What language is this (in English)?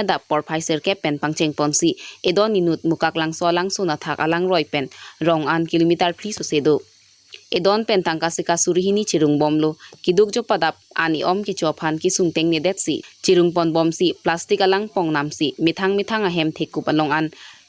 Karbi